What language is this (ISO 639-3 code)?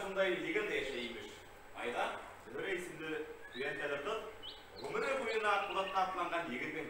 bak